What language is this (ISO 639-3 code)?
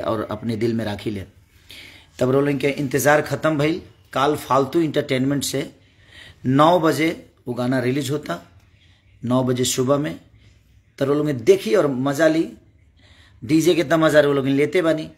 bho